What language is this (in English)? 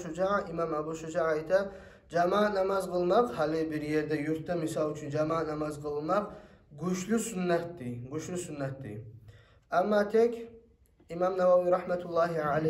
Kumyk